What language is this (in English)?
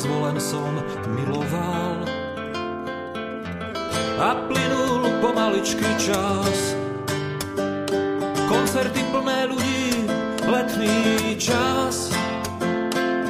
Slovak